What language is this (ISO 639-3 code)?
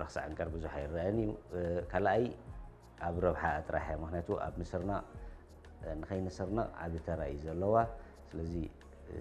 tir